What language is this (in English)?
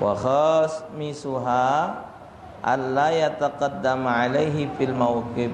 Musi